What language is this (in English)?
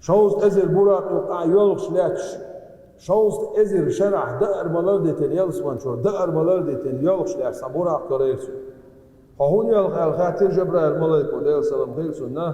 Chechen